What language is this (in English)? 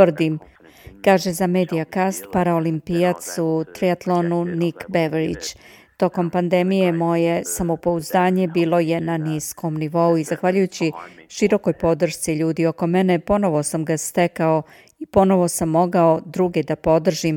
Serbian